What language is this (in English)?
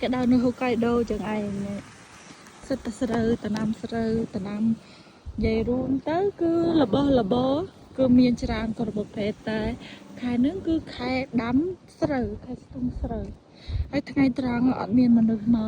Khmer